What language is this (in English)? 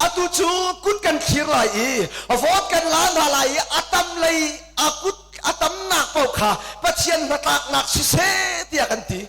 Hakha Chin